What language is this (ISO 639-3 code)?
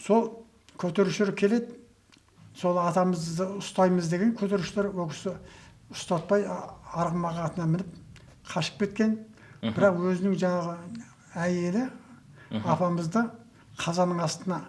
kaz